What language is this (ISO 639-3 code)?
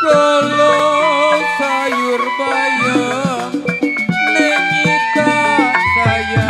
bew